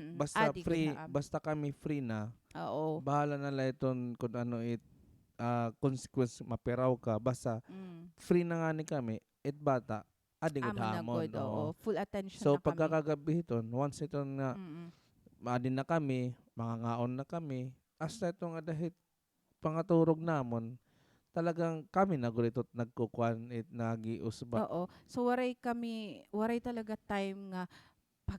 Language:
Waray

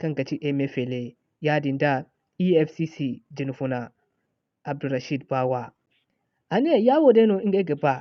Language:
Zarma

